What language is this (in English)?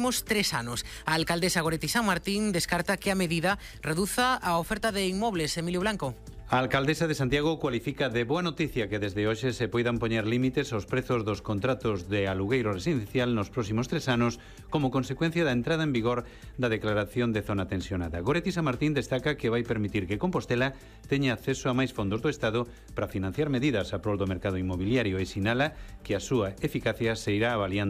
Galician